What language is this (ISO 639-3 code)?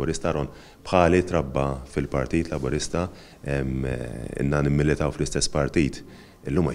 mlt